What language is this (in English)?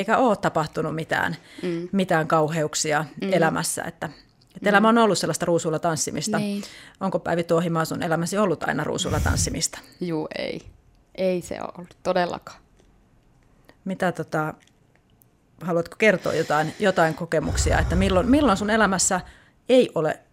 Finnish